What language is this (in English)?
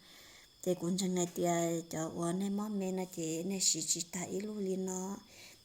Hmong